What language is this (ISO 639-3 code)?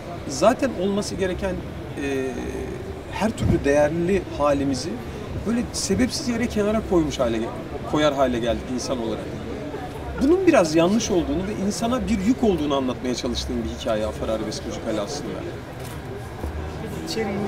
tur